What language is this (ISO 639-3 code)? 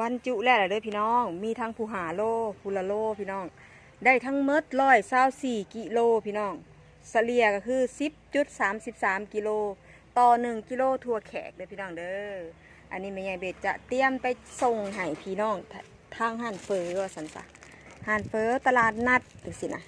tts